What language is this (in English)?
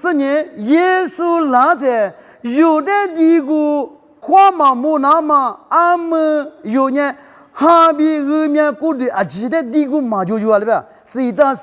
Lisu